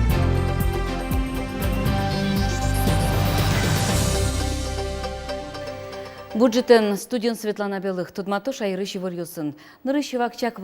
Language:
Udmurt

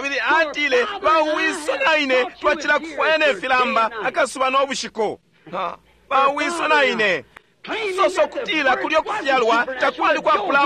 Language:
Bemba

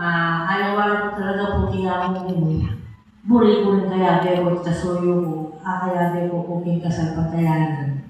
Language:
Pampanga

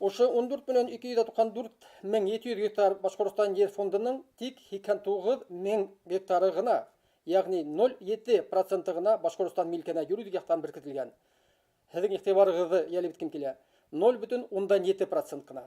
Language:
Bashkir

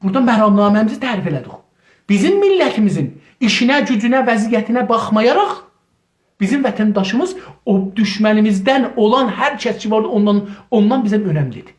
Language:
South Azerbaijani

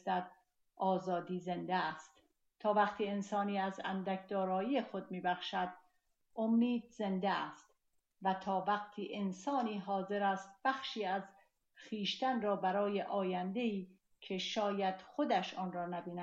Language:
Persian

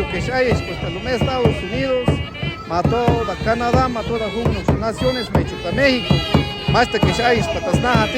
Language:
Chuj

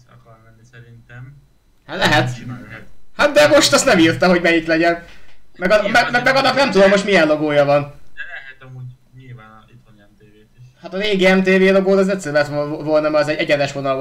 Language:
Hungarian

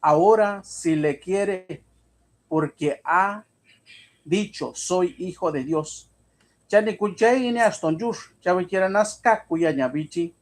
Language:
Mixtepec Mixtec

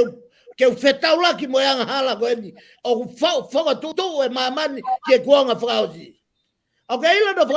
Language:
Tongan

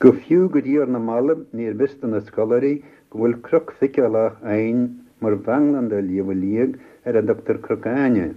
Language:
Irish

